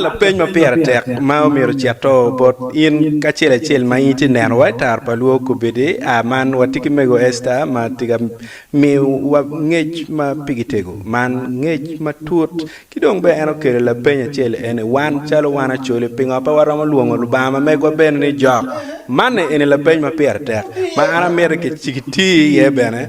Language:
Acoli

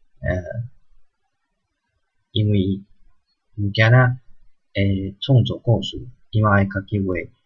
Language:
Min Nan Chinese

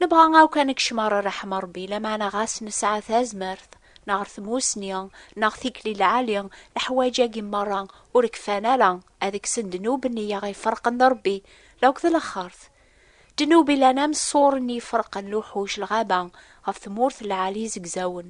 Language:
Kabyle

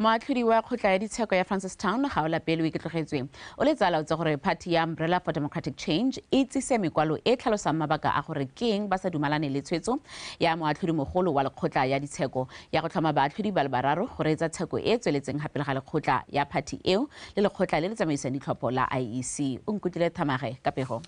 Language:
Tswana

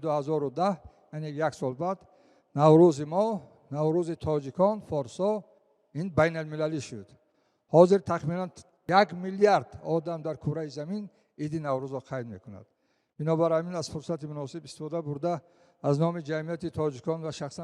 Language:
Tajik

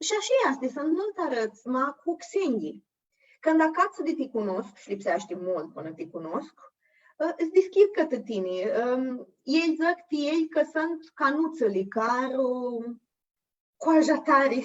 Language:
Aromanian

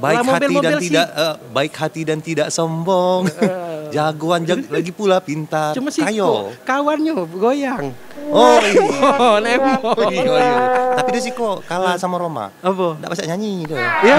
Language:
Musi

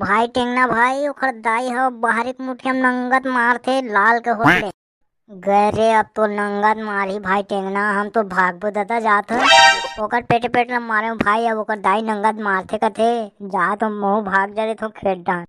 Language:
Chhattisgarhi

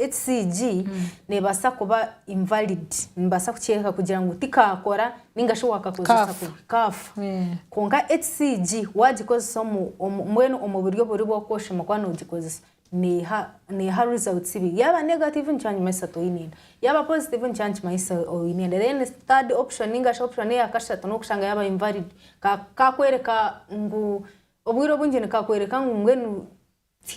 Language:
Nyankole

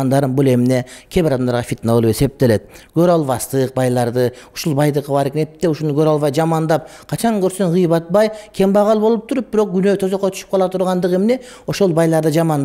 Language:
Kyrgyz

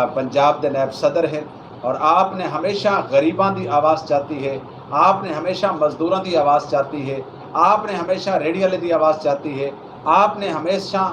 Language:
Saraiki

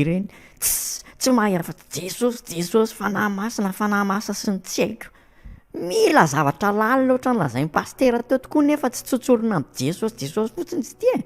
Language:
Malagasy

